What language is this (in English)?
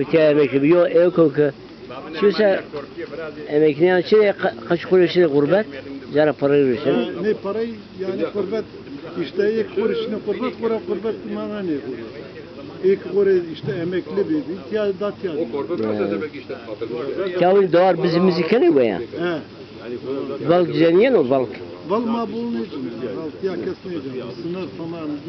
Zaza